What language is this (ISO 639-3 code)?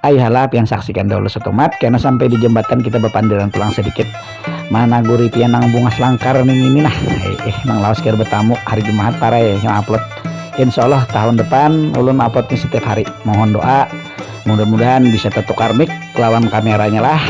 bjn